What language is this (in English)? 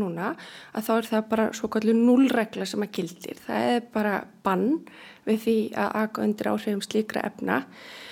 Icelandic